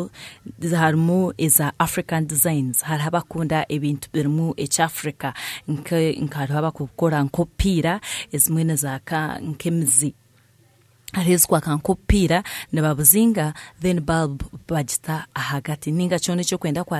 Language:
Nyankole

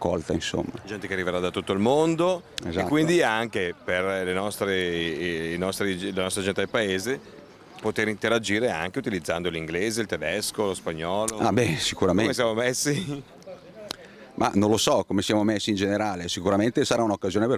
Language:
Italian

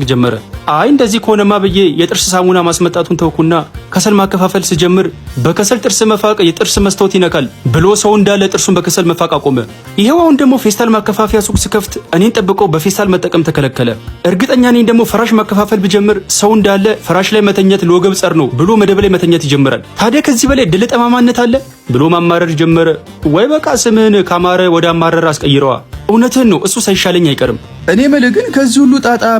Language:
Amharic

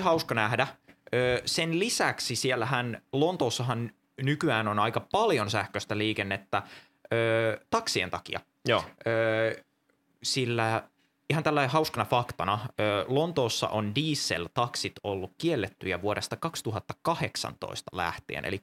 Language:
Finnish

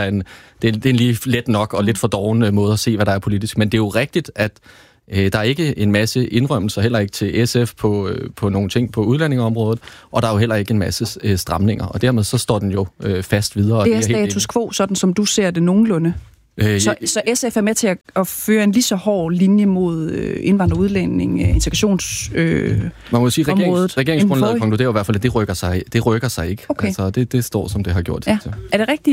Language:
Danish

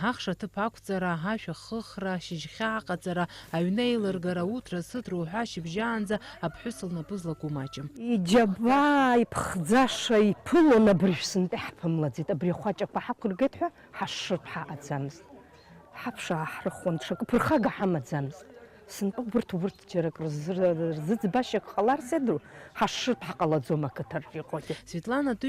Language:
Abkhazian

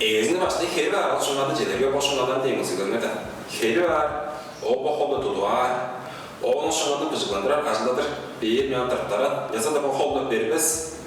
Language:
Tuvinian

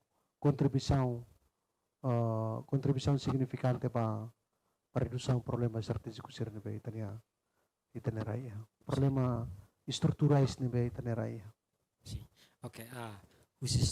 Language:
Tetum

